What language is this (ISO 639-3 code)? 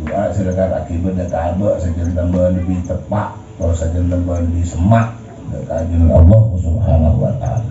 mad